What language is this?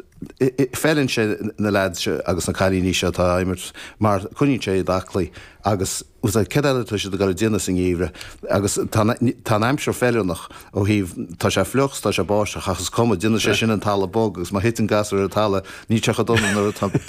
Irish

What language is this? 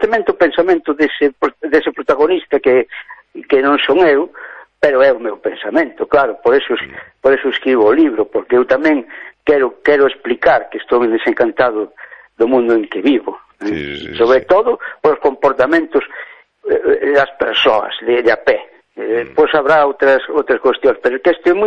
Galician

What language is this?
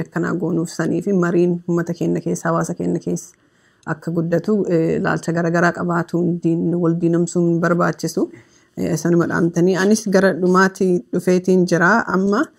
Oromo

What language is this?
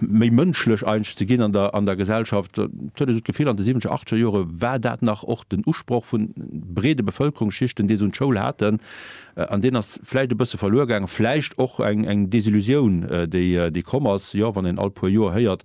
Luxembourgish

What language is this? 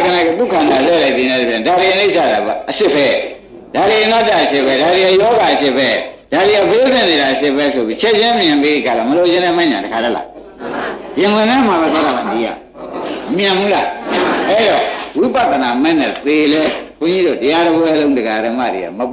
Burmese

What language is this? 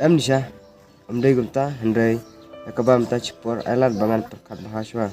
Khasi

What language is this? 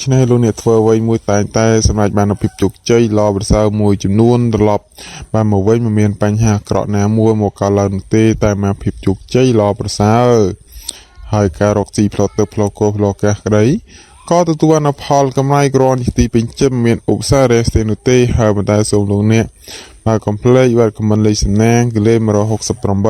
Khmer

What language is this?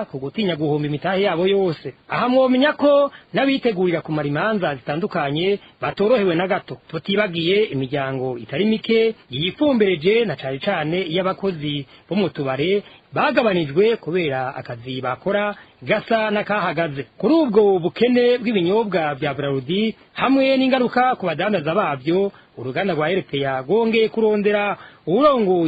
Rundi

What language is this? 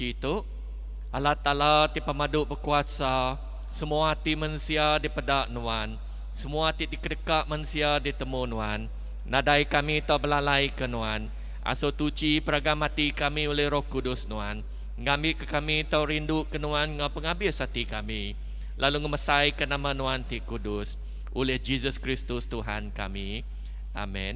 Iban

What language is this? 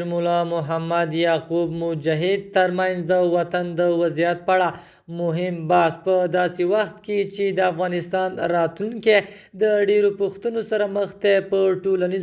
Pashto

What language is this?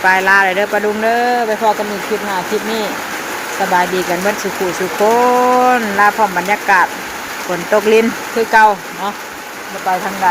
Northeastern Thai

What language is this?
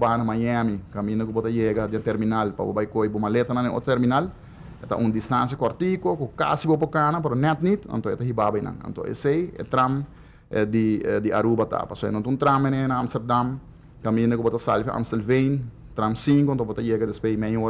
Papiamento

